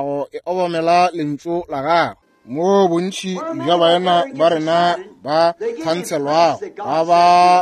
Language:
Northern Sotho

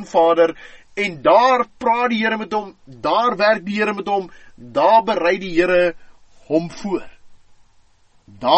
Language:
Afrikaans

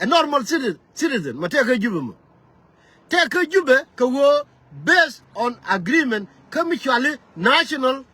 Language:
Nuer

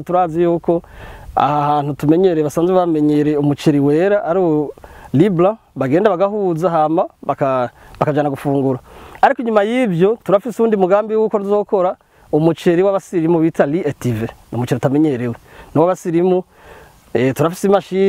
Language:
Rundi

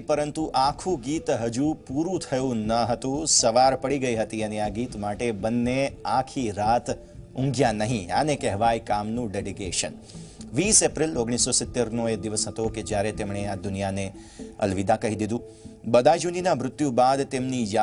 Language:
Gujarati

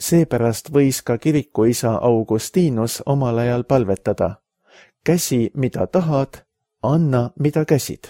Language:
Estonian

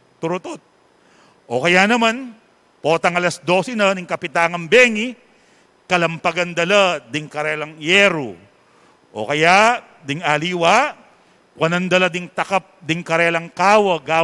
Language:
Pampanga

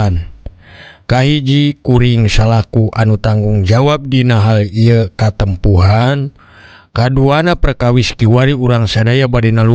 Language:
Sundanese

